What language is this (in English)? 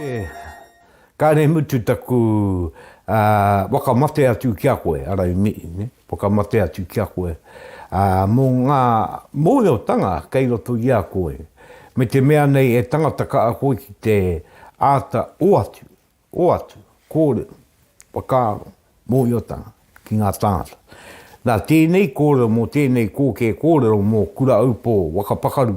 Māori